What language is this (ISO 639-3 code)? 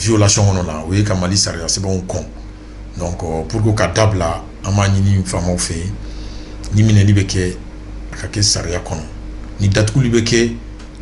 bam